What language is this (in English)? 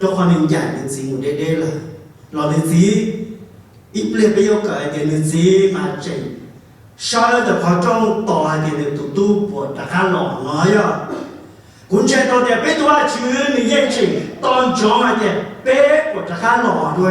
Hmong